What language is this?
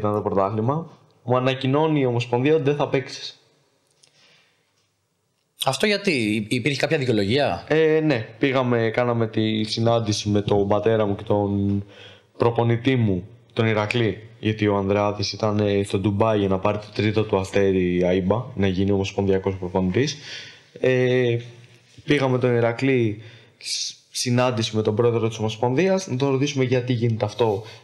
Greek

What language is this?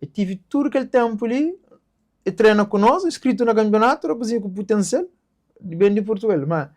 Kabuverdianu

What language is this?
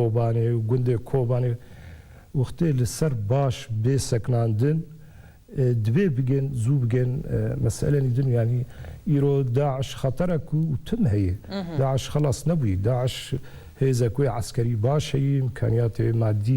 Kurdish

